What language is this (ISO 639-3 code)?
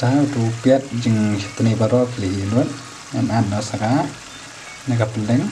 kha